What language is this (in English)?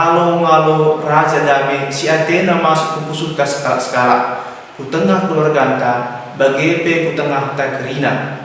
Batak Karo